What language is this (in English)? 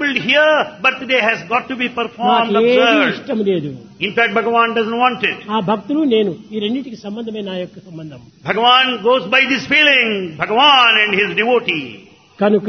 Telugu